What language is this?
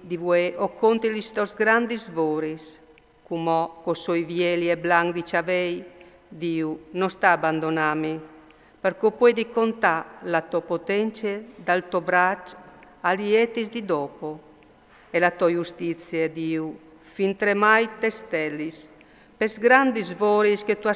Friulian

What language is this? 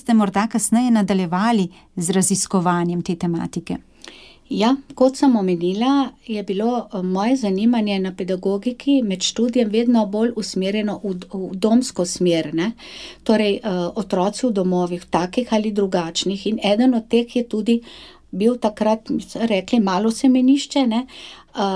Slovenian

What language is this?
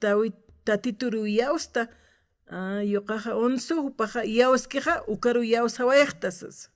Aymara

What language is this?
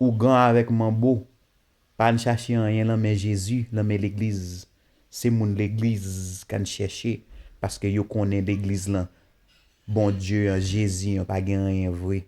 Haitian Creole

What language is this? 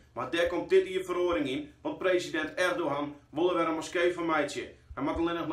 Western Frisian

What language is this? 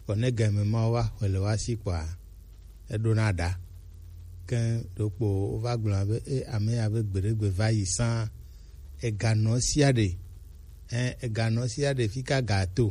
Gen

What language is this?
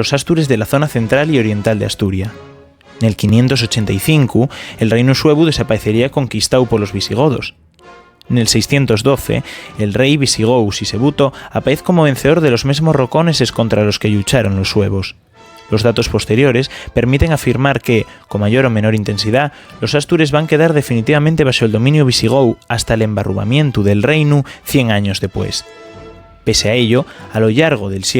Asturian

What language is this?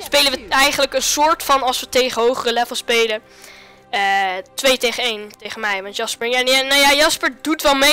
Dutch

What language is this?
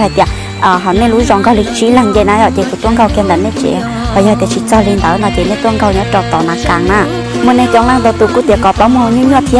Hmong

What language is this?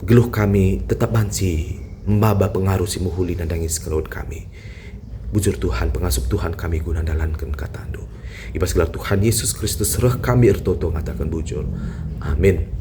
Batak Karo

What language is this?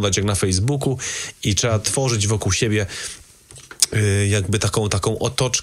Polish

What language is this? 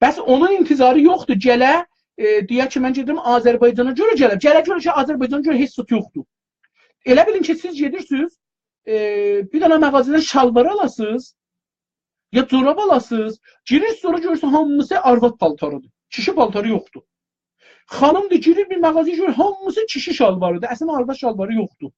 South Azerbaijani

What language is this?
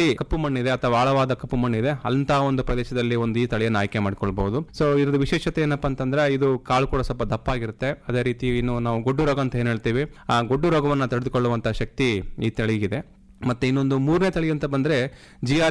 Kannada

